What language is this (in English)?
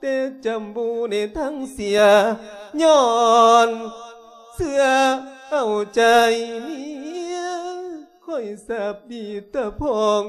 Lao